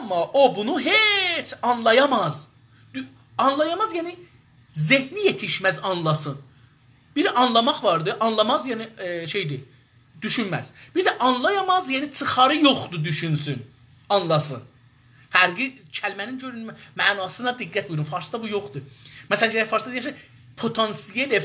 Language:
South Azerbaijani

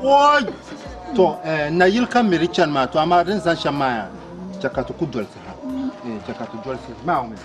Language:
Dagbani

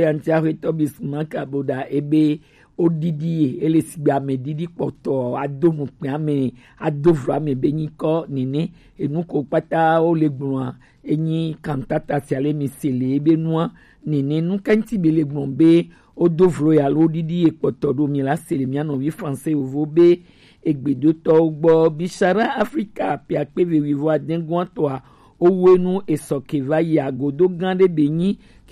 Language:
Gen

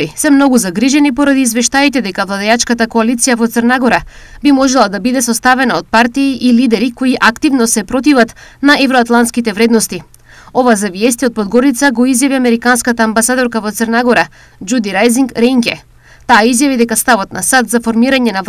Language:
Macedonian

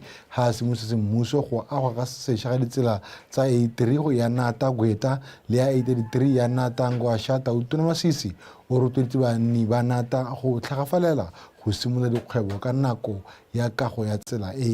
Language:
Tswana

